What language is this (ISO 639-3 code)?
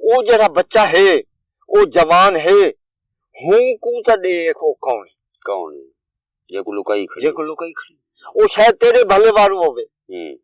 skr